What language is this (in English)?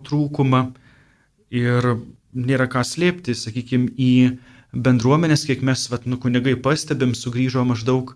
Lithuanian